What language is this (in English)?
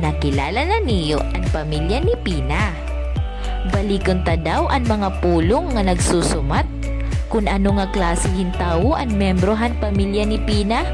Waray